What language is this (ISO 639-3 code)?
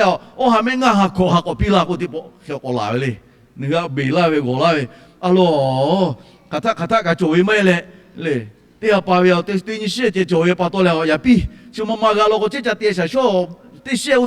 lhu